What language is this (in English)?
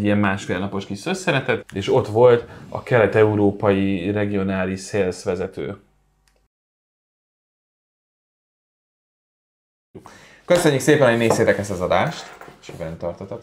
Hungarian